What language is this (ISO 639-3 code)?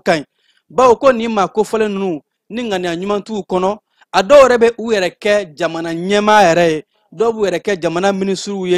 bam